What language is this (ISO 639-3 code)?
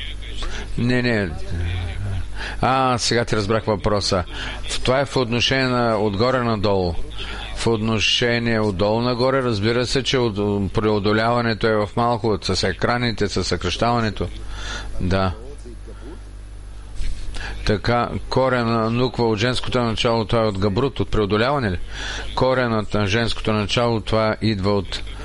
bul